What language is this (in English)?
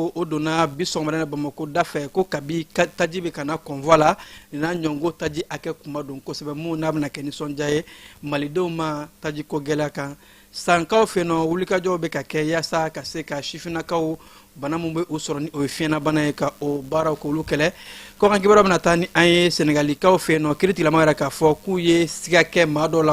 Bambara